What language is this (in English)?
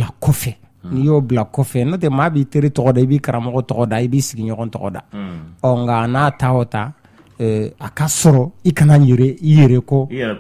Bambara